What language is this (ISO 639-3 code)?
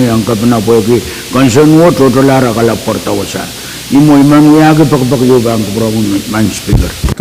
pon